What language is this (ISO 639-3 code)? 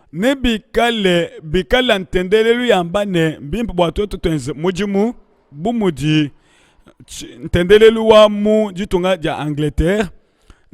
lua